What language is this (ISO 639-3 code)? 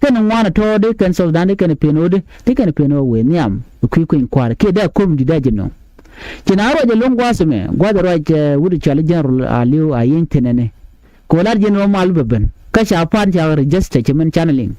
nus